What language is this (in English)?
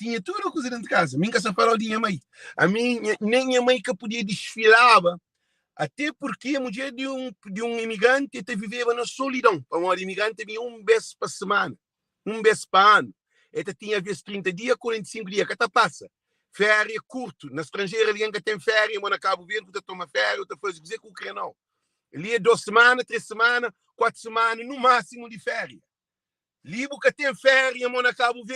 Kabuverdianu